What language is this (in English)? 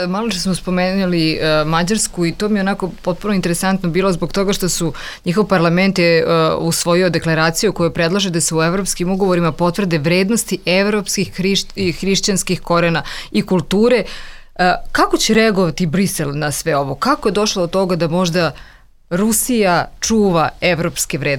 Serbian